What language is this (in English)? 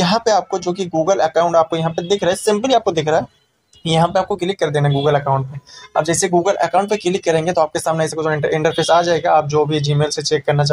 Hindi